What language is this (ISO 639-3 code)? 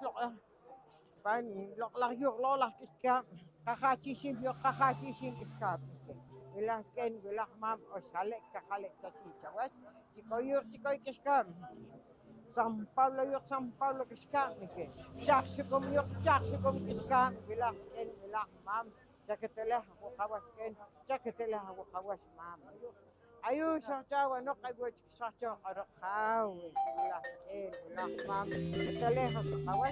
poh